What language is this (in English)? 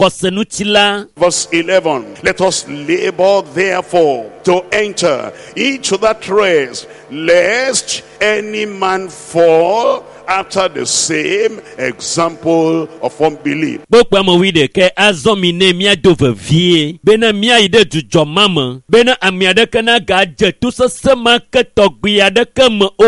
Ewe